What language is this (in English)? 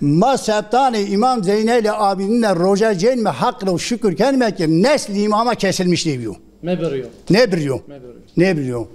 Zaza